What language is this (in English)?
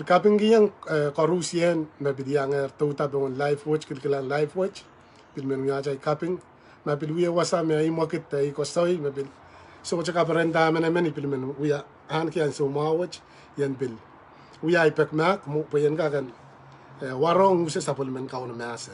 Pohnpeian